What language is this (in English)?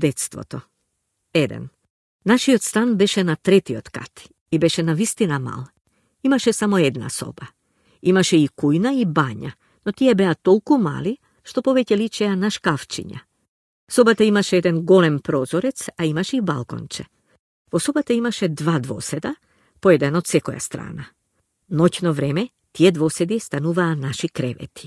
Macedonian